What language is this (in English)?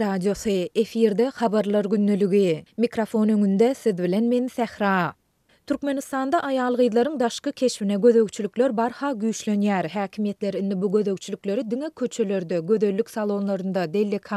Turkmen